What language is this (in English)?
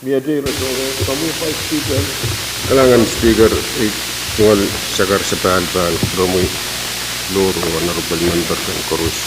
Pohnpeian